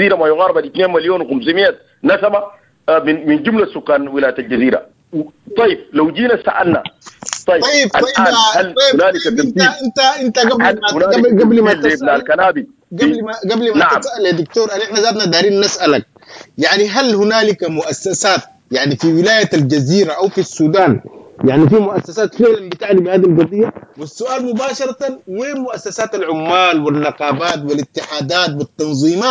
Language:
Sudanese Arabic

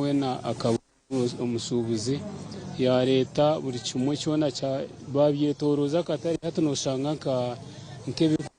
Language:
Nyankole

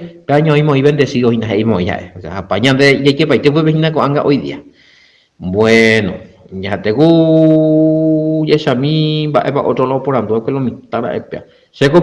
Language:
Guarani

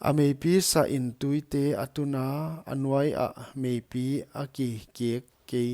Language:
Paite Chin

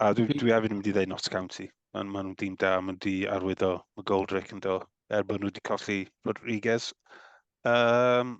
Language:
Welsh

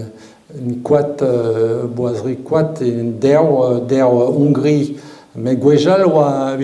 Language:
Breton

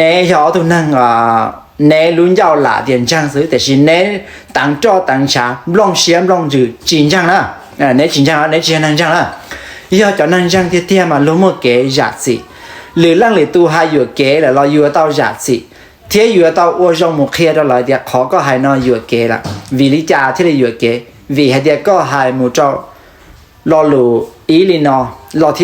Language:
Hmong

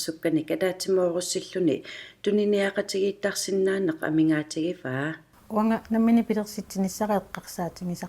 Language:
Kalaallisut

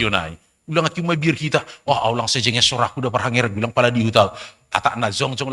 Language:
Batak Simalungun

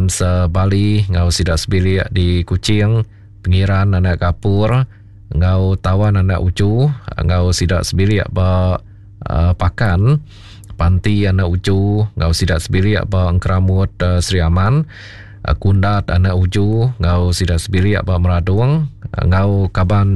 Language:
Iban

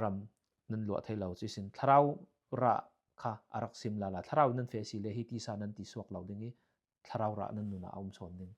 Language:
Falam Chin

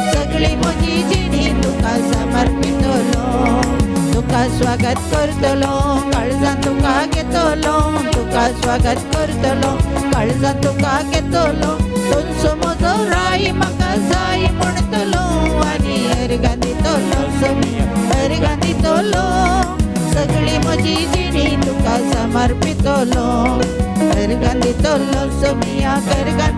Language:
Konkani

